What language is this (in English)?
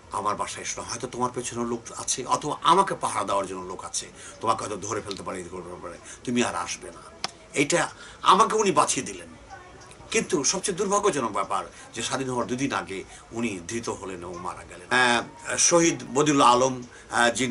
Bangla